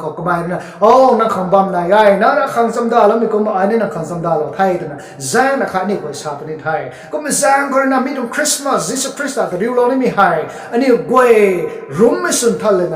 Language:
Rongmei Naga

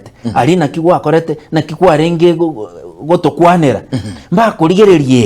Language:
Gusii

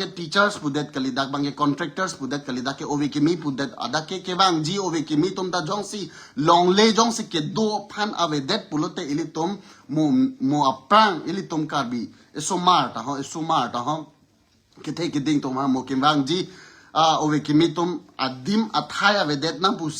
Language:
Karbi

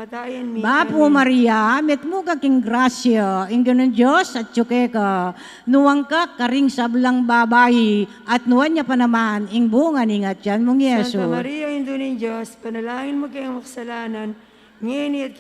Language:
Pampanga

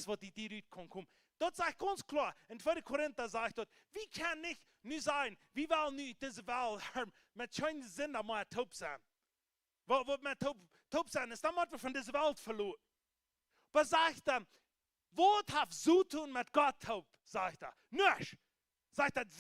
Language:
Plautdietsch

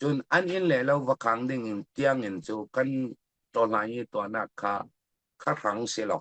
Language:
Falam Chin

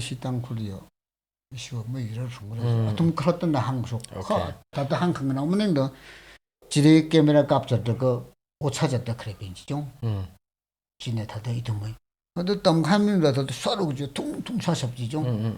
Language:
Tangkhul Naga (India)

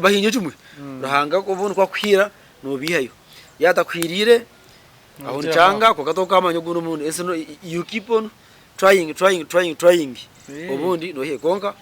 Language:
Nyankole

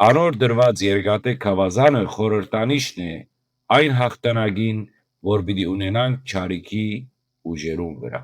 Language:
Western Armenian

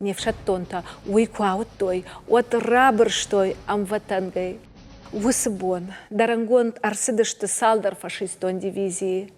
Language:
Ossetic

